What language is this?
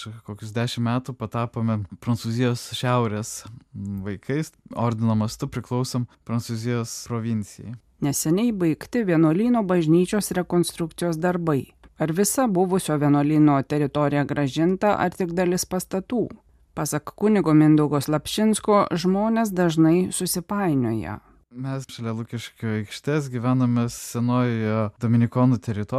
Lithuanian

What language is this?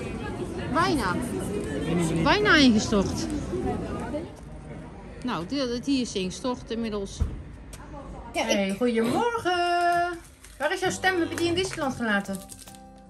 Dutch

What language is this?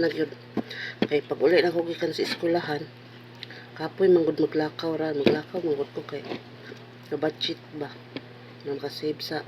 Cebuano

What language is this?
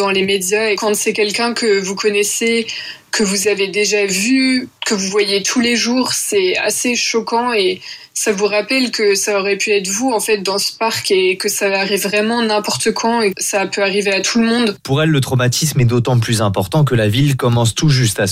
French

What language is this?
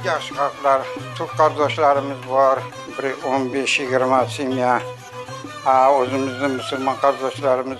Crimean Tatar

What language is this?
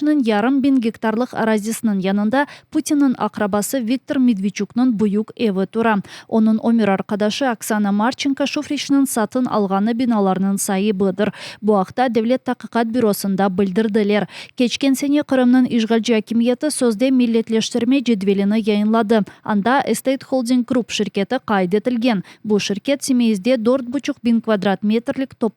Crimean Tatar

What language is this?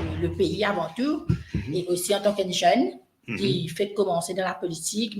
Morisyen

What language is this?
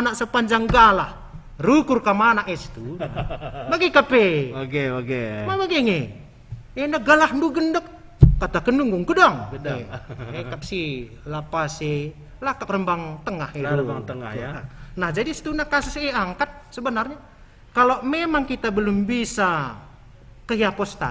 Batak Karo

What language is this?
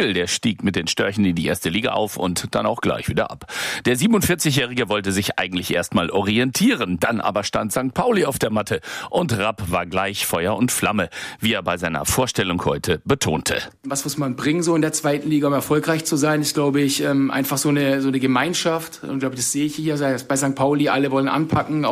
German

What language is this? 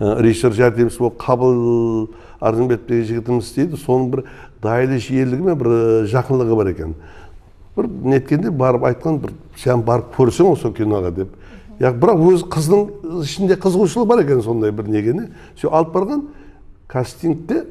Kara-Kalpak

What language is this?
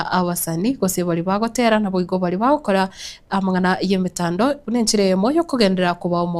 Gusii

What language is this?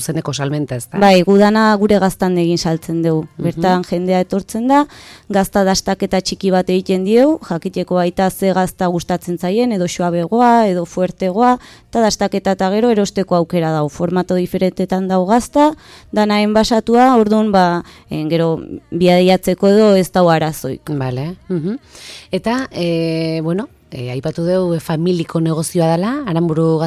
Basque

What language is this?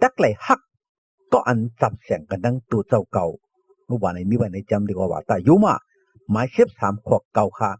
Shan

